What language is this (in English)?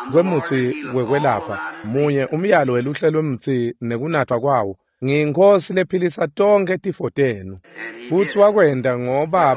Swati